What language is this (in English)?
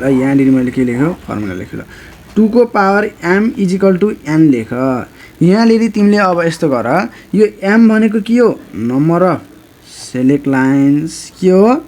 Nepali